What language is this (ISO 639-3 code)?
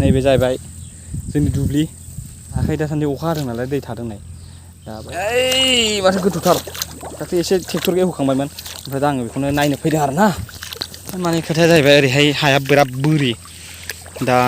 brx